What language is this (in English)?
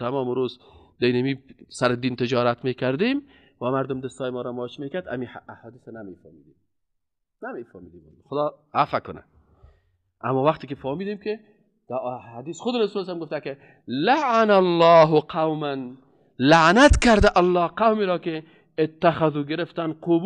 Persian